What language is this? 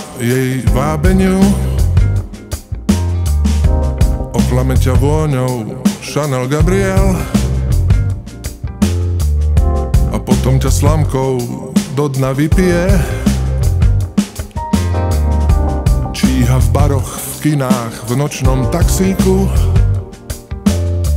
Slovak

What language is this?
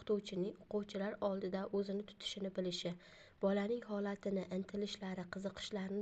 Uzbek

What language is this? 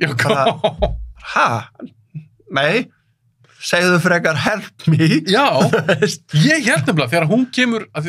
Icelandic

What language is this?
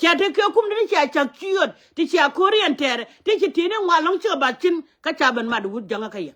Nuer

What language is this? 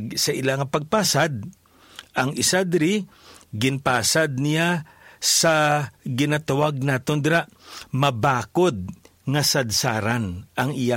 Hiligaynon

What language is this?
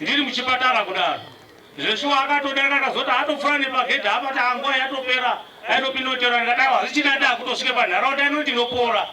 Shona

